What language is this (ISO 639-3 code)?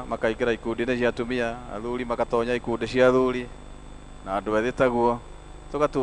kik